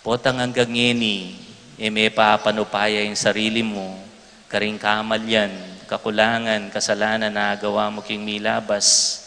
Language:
Pampanga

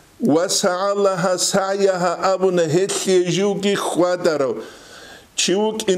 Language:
Avaric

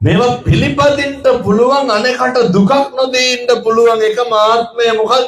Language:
Sinhala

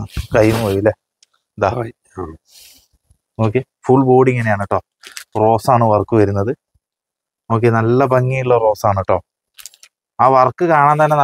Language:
Malayalam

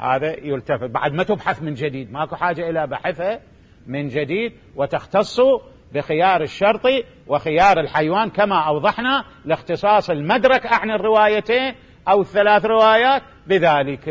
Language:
Mesopotamian Arabic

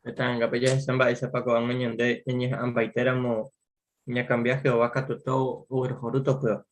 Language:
Guarani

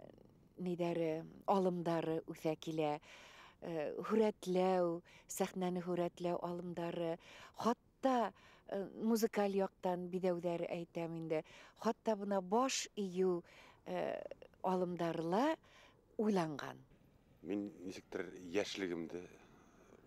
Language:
Bashkir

